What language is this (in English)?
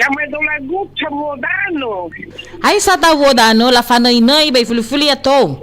Nias